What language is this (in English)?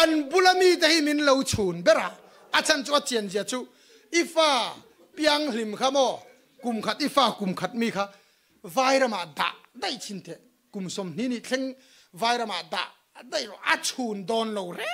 Mizo